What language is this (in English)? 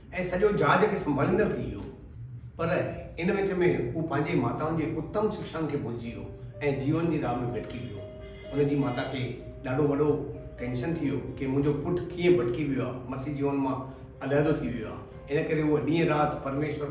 Sindhi